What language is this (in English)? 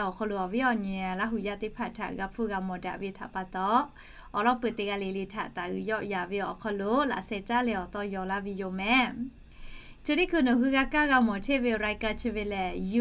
Lahu